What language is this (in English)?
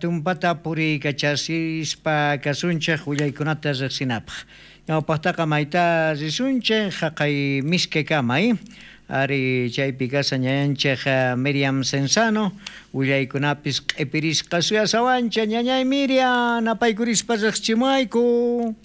South Bolivian Quechua